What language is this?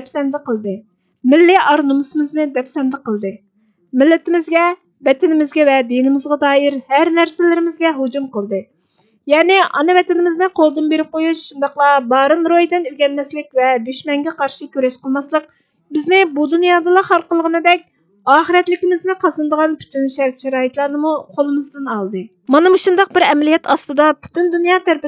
Uyghur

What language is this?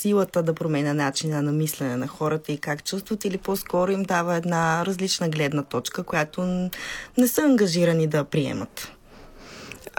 Bulgarian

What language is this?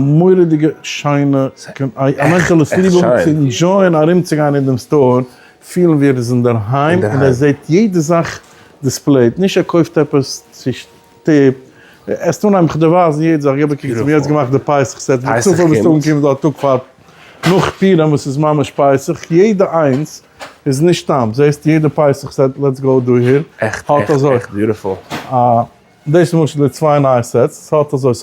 Yiddish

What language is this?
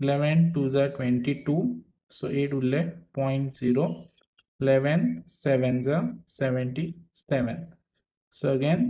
Konkani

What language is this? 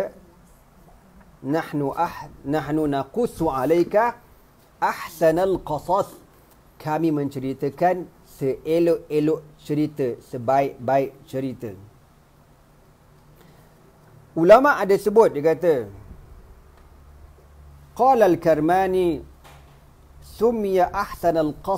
Malay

